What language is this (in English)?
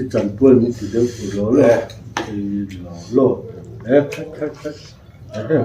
Mizo